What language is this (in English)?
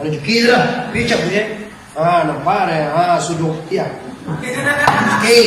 Minangkabau